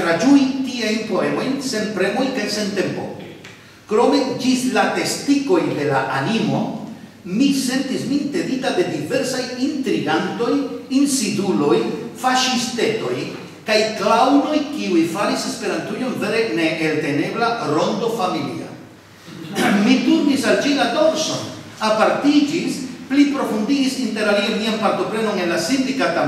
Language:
Esperanto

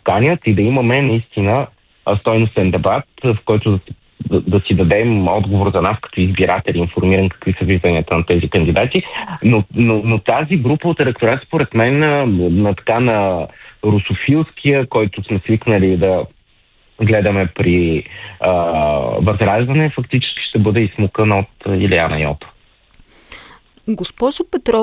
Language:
Bulgarian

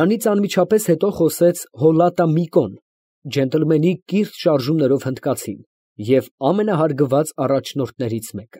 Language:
Armenian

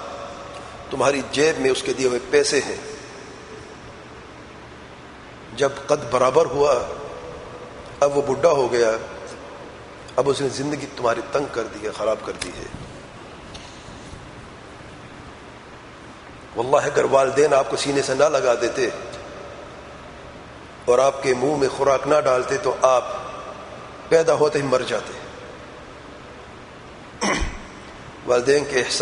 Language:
Urdu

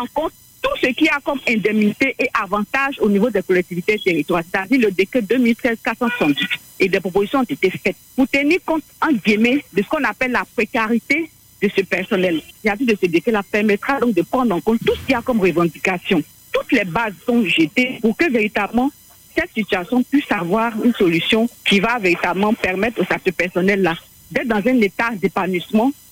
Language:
French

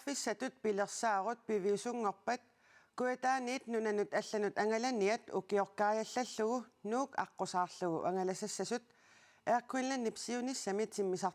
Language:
Kalaallisut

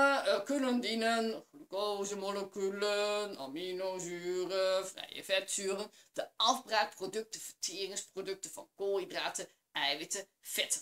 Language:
Dutch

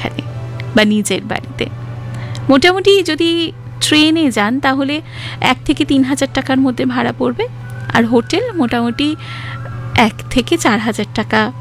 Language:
Bangla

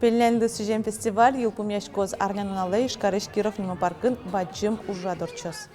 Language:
Udmurt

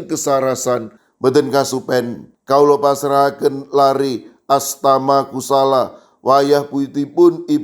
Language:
Javanese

